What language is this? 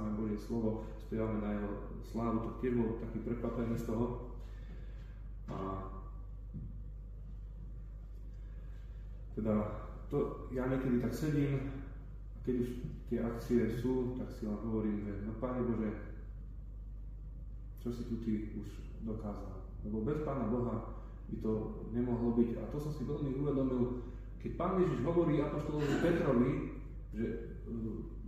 Slovak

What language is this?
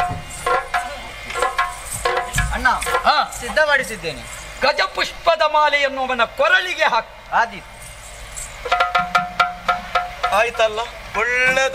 Kannada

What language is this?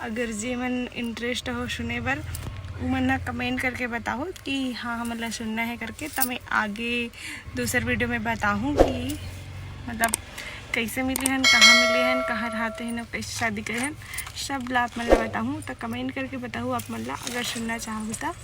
Chhattisgarhi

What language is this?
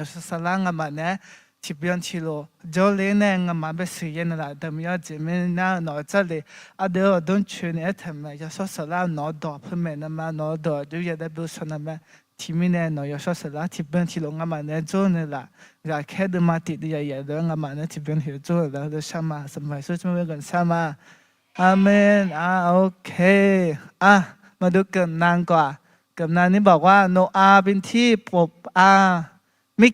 Akha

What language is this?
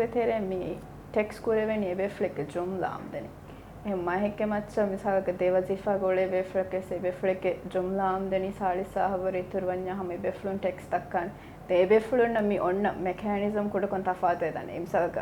Divehi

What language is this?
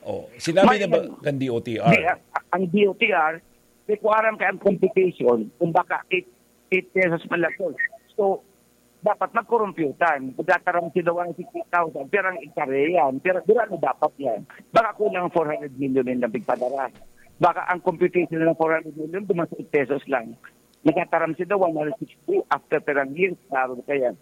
Bikol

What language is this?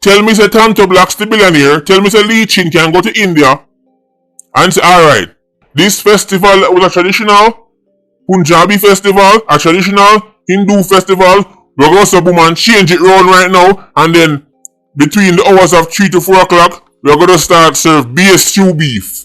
Jamaican Creole English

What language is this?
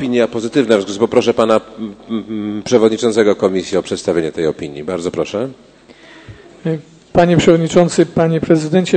Polish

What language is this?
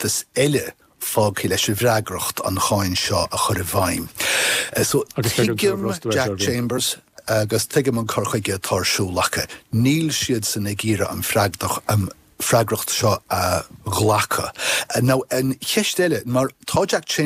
Irish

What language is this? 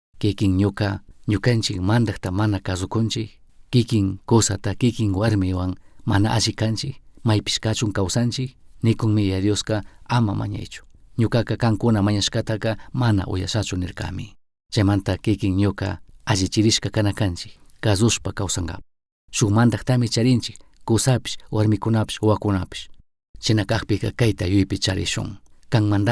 Chimborazo Highland Quichua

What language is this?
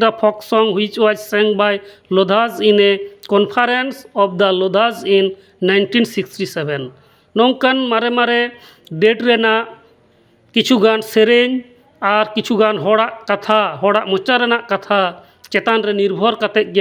Santali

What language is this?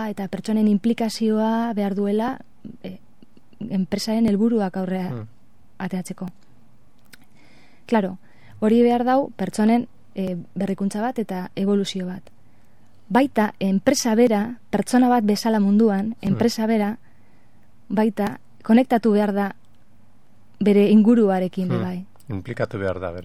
Basque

